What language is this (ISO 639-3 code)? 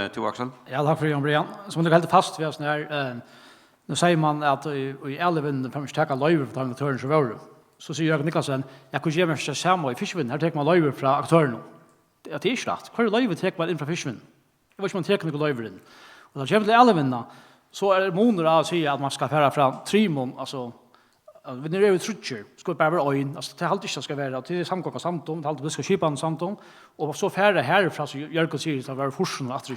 fao